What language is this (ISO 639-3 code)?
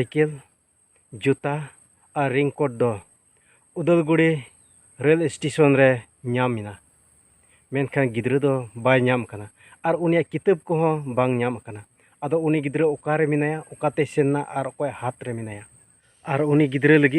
sat